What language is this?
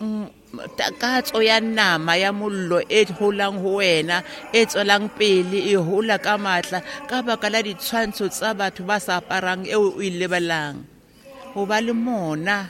Southern Sotho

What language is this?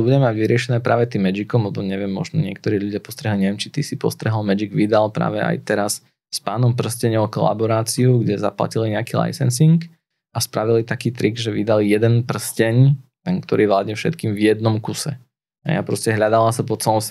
Slovak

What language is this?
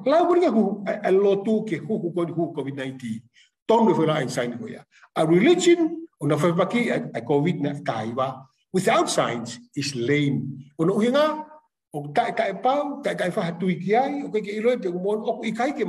Tongan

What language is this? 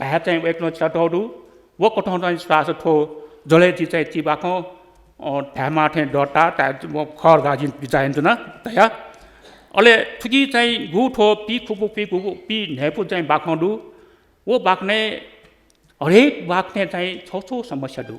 Newari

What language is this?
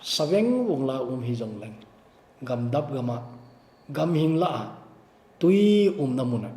Thado Chin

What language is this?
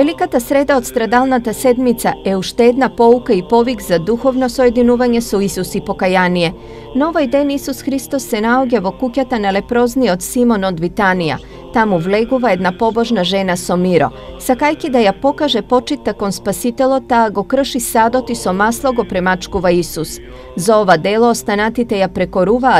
Macedonian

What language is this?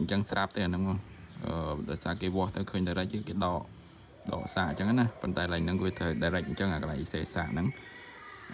Khmer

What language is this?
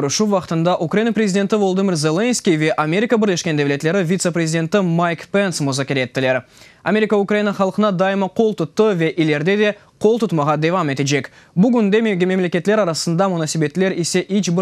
Crimean Tatar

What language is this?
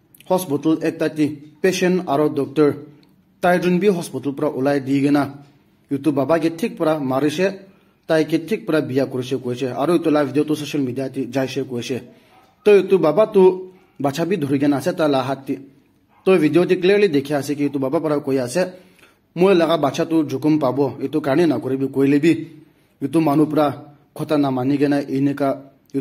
Naga Pidgin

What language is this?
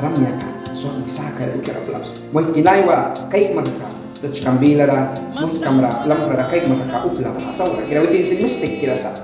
Mískito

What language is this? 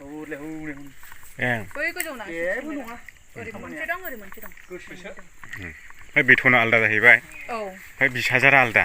Bodo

